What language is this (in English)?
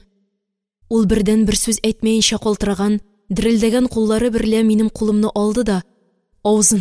Tatar